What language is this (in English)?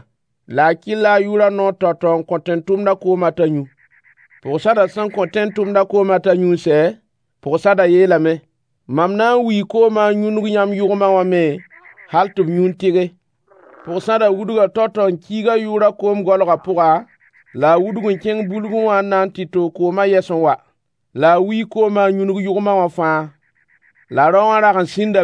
Mossi